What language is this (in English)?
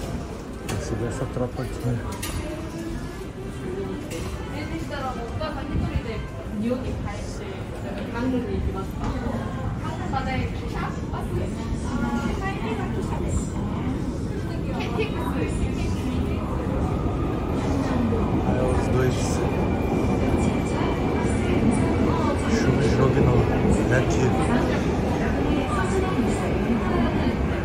Portuguese